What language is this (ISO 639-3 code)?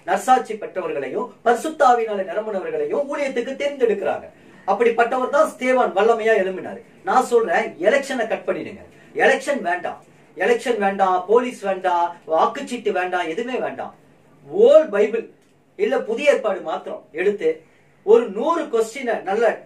tam